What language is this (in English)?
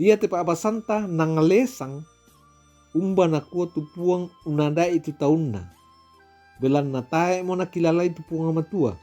Toraja-Sa'dan